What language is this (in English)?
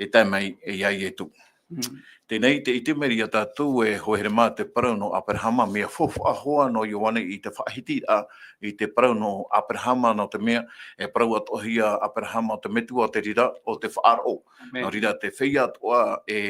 Tahitian